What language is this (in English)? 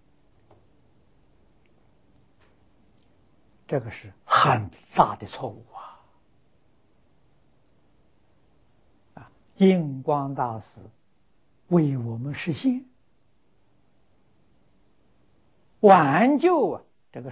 Chinese